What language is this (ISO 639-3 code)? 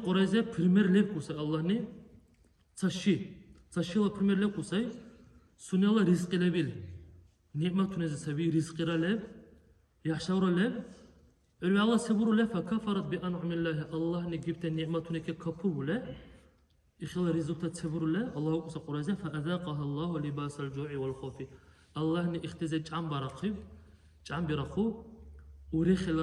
dar